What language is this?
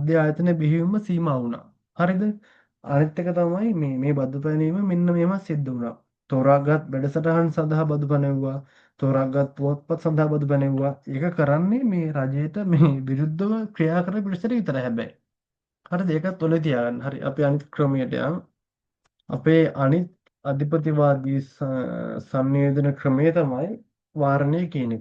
Sinhala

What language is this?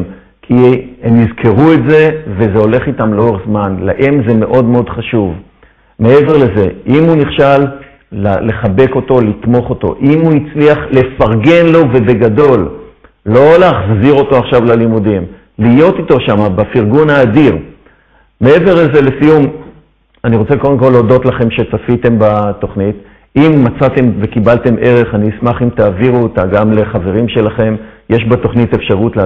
Hebrew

